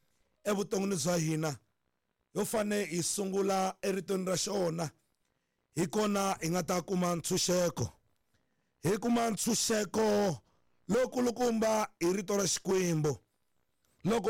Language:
Tsonga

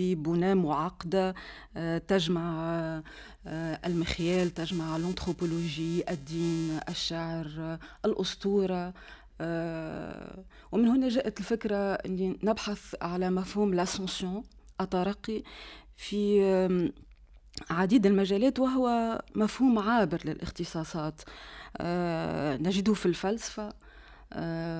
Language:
Tunisian Arabic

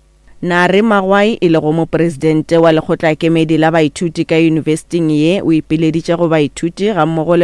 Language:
Northern Sotho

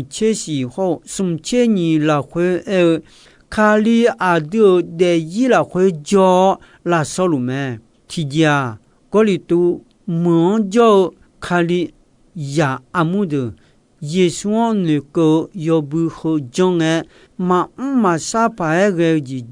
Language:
Akha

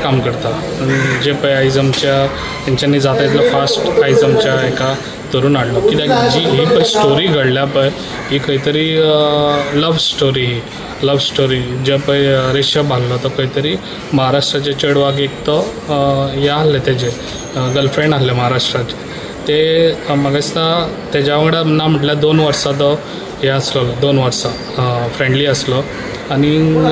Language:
Konkani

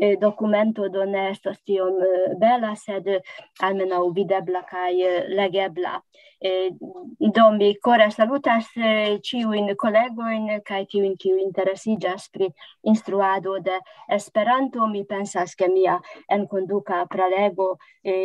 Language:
Esperanto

